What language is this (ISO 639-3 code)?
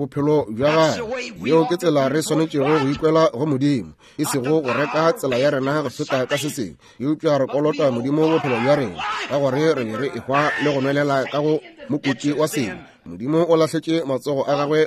nso